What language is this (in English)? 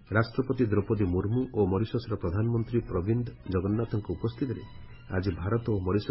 Odia